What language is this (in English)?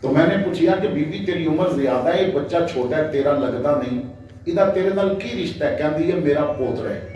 Western Panjabi